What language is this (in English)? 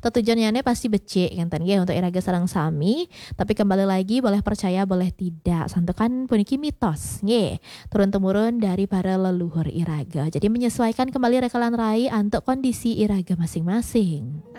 Balinese